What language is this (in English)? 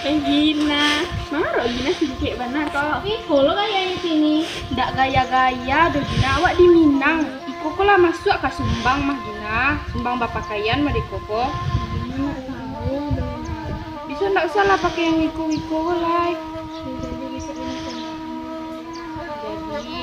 Minangkabau